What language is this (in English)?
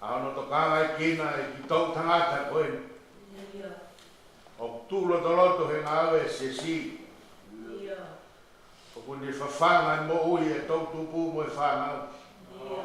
Tongan